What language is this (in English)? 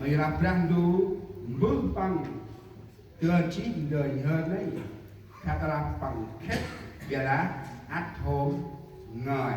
Central Mnong